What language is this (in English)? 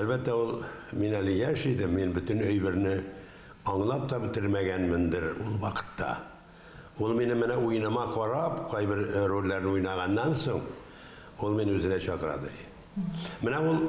Tatar